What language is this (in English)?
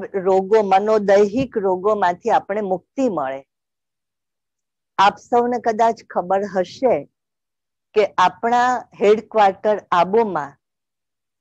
Gujarati